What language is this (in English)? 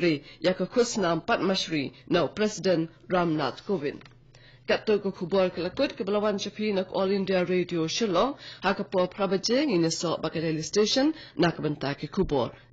Khasi